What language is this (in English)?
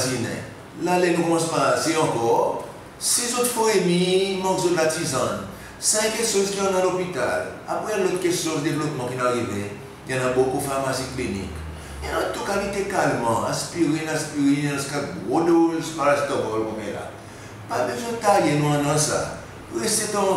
Seselwa Creole French